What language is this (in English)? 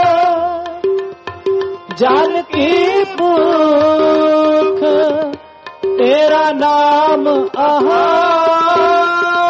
Punjabi